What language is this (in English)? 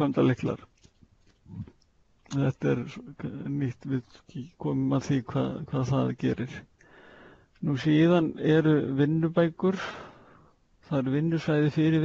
Icelandic